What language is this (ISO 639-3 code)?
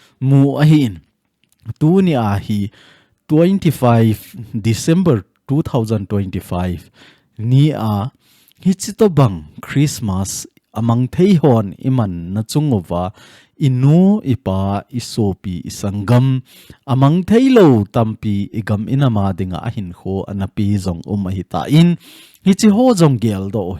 tcz